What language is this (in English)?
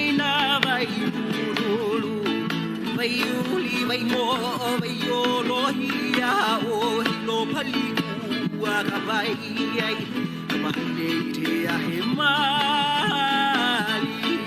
Hawaiian